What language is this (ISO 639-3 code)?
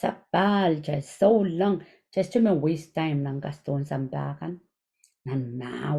pon